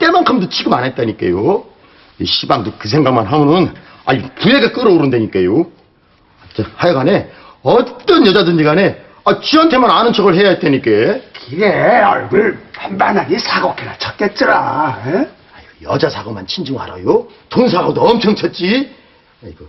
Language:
Korean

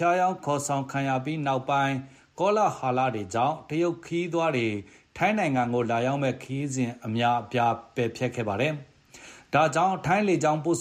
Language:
Burmese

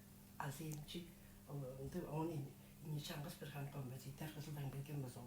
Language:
Tuvinian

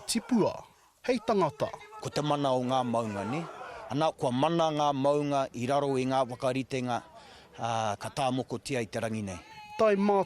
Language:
Māori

